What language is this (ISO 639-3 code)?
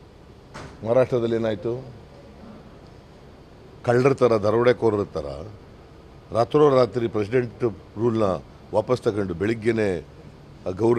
kan